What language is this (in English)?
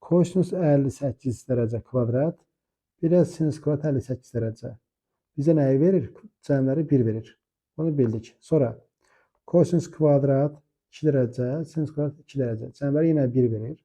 Azerbaijani